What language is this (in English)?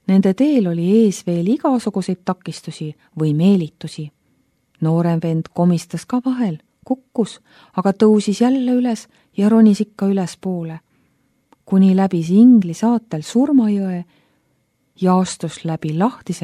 Estonian